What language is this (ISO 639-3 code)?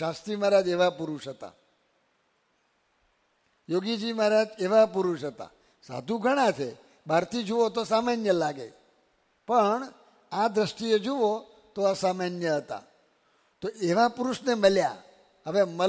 guj